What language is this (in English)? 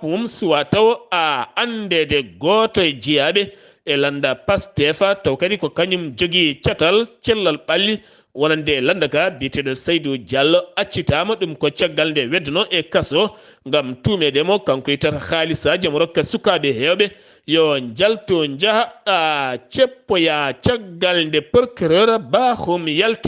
Fula